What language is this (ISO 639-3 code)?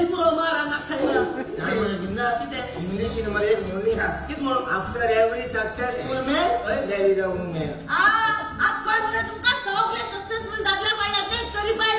kok